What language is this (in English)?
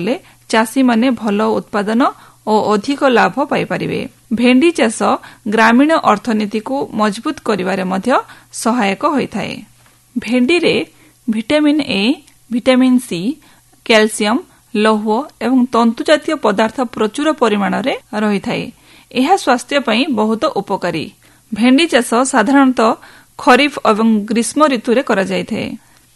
Odia